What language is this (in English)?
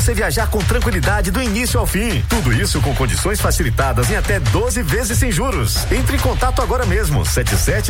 Portuguese